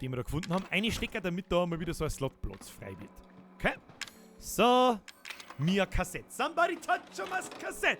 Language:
Bavarian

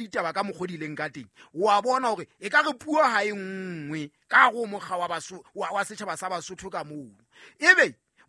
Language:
Southern Sotho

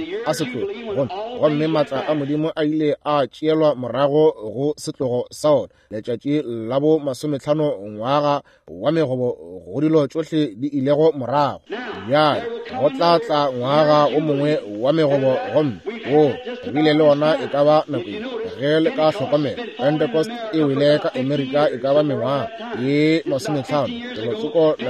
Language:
Northern Sotho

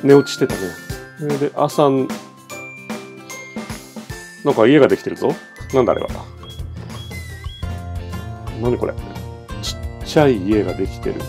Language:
Japanese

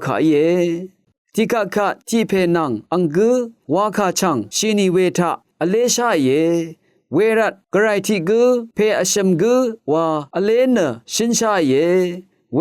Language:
Rawang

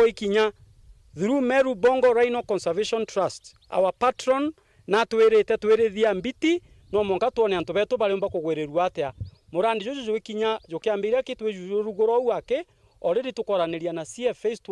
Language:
Meru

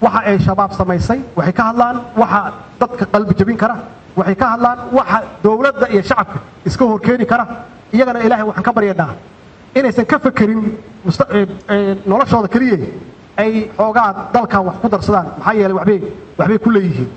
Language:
Somali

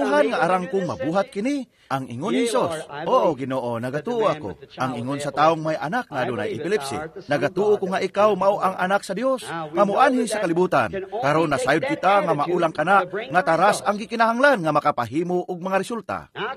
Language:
Cebuano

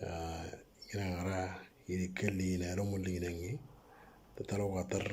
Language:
Moro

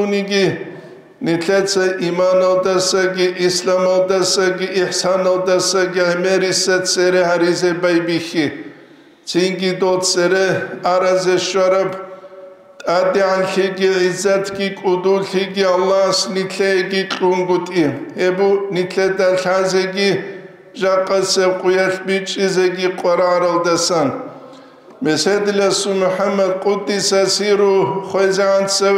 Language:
Avaric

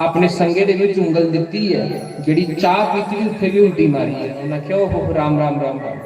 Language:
Dogri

